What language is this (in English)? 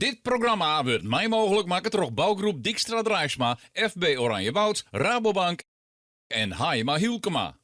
Western Frisian